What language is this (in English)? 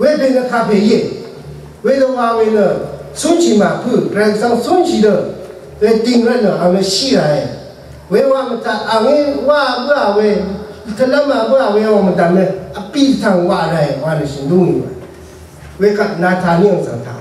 Rawang